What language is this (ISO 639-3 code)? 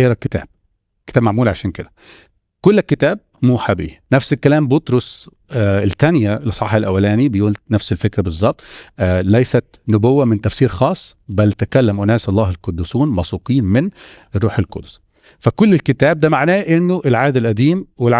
arz